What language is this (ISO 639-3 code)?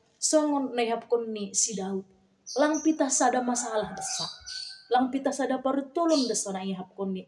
bts